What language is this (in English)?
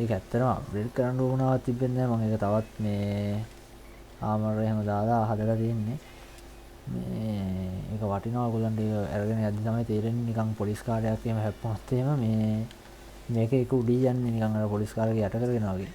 Sinhala